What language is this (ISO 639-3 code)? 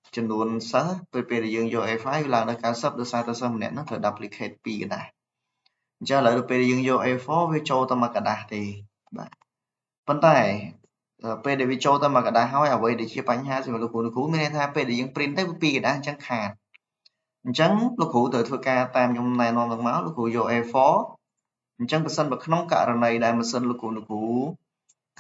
khm